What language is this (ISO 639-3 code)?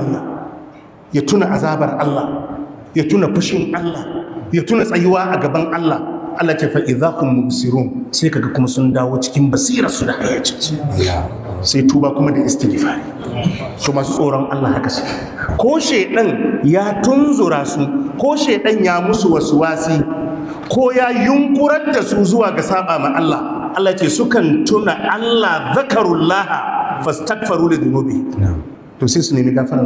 hau